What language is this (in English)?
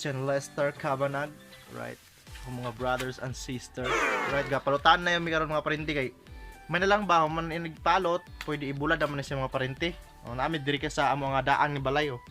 Cebuano